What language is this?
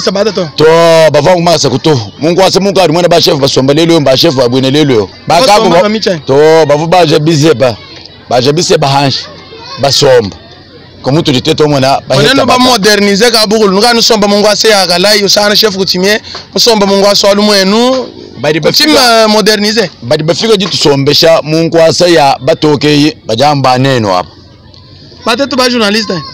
Luba-Lulua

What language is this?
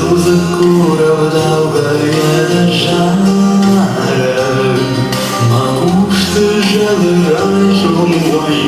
Ossetic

